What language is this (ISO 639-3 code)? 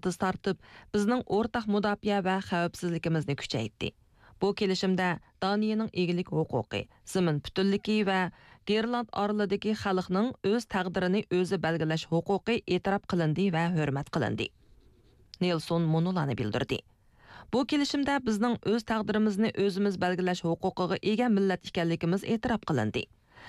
uig